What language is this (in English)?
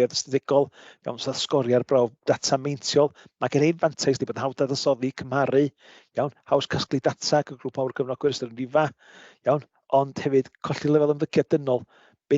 Welsh